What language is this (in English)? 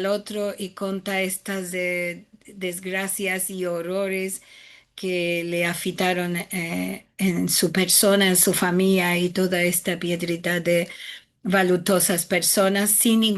Ladino